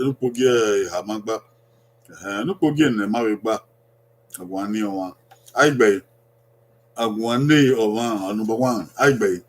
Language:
Bini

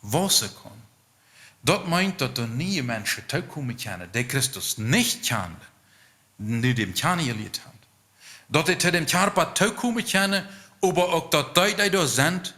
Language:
Plautdietsch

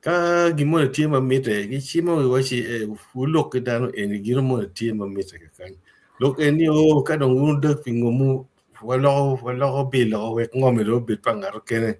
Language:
Acoli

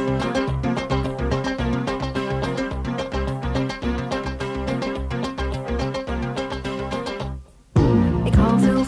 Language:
Dutch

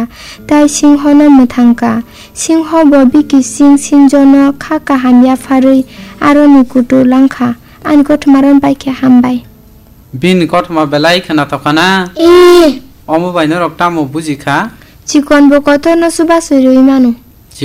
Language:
Kok Borok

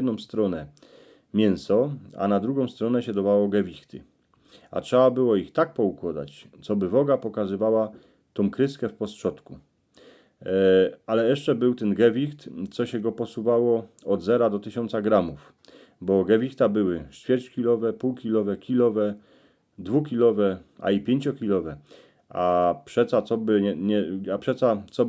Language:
Silesian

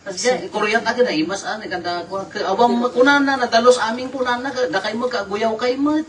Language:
Iloko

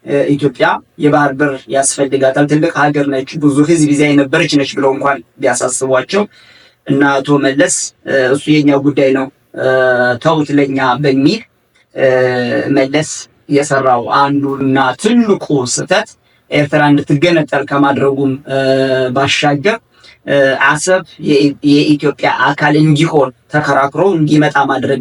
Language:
Amharic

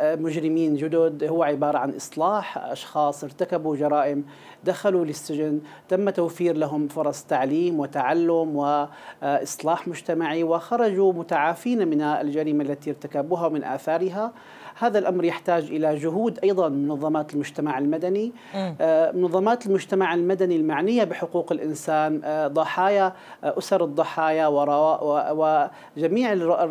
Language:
Arabic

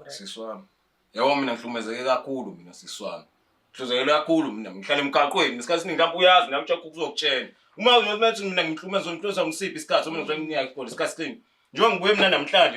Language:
Zulu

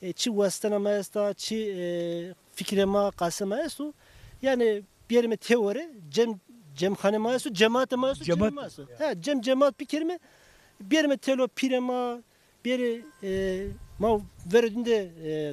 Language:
Zaza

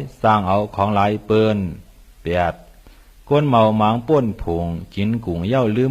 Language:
Shan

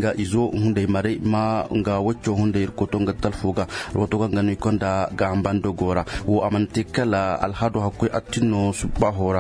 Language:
Koyraboro Senni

